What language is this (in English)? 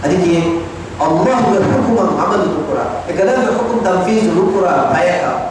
Divehi